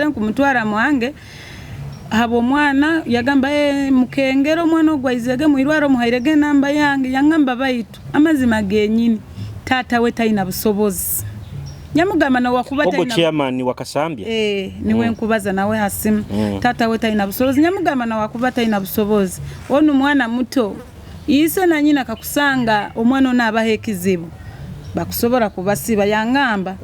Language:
Nyoro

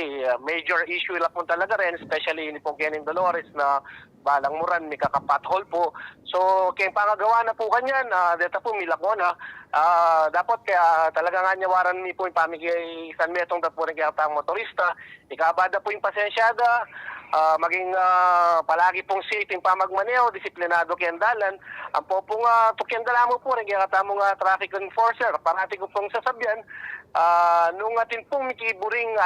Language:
Pampanga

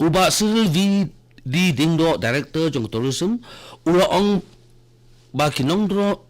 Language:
Khasi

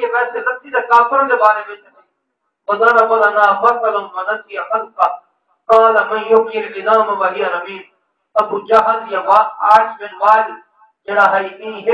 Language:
Saraiki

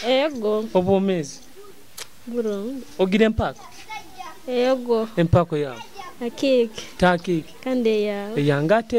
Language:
Nyoro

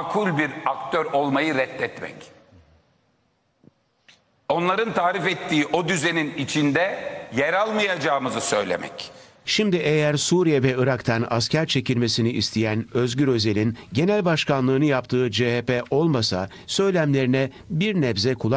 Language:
Turkish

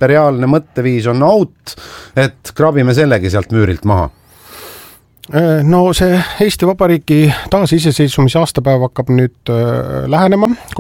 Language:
Estonian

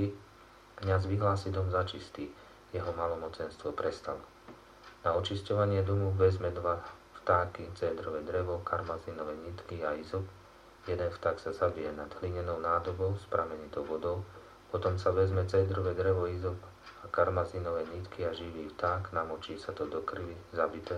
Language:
Slovak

